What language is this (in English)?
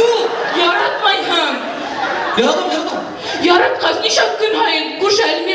Bashkir